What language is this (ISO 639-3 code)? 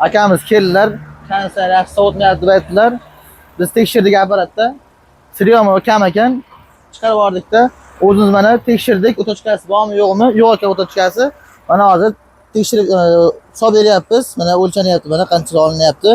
uzb